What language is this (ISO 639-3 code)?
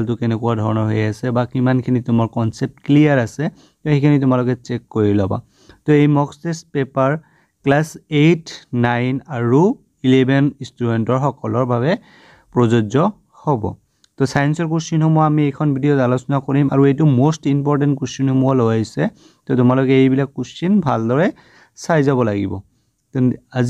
asm